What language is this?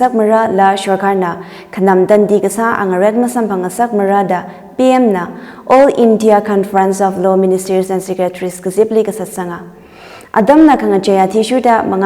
Tangkhul Naga (India)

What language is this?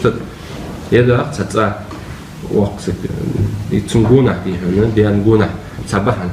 Ingush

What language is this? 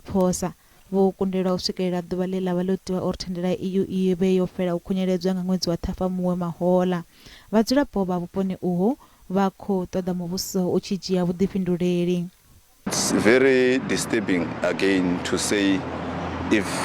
Venda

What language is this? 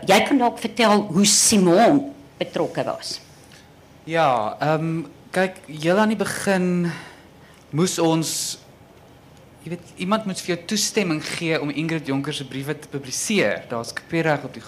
Afrikaans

